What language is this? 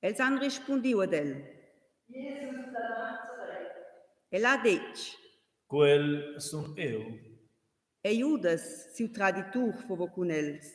Romansh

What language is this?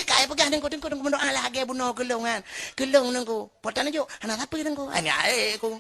Achinese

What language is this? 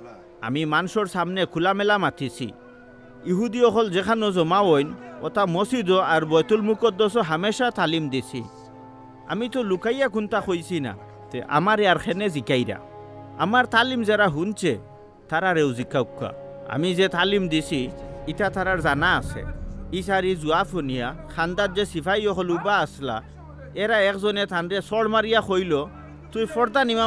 Sylheti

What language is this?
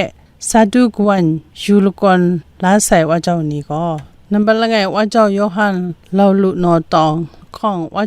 Kachin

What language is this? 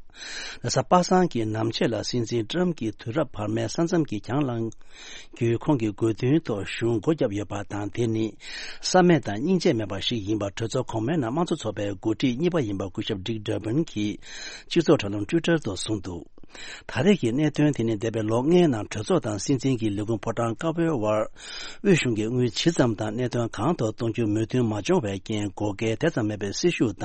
Tibetan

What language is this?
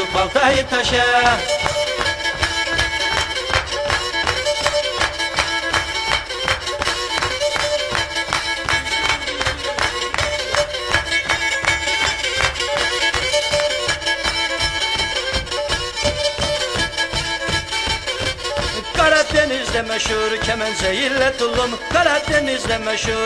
Turkish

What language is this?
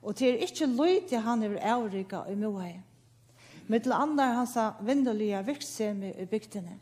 Faroese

